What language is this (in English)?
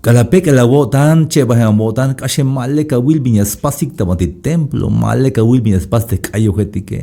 Tzeltal